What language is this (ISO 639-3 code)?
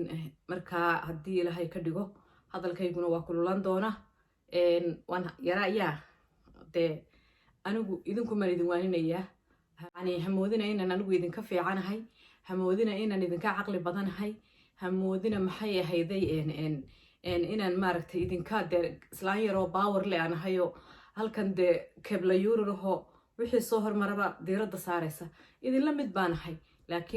som